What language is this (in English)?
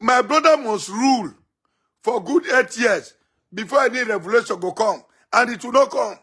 Nigerian Pidgin